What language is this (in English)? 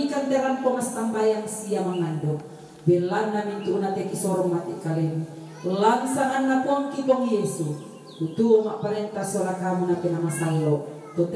Toraja-Sa'dan